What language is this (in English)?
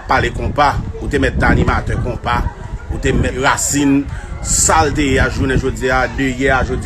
Haitian Creole